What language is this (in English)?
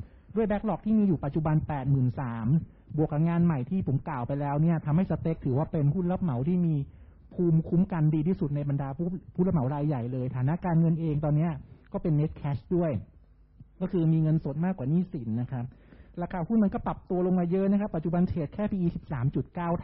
Thai